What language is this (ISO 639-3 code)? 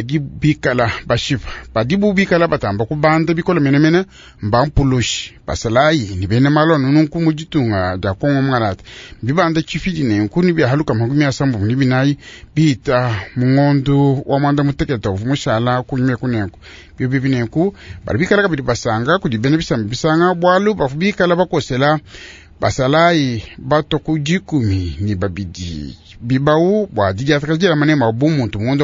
lua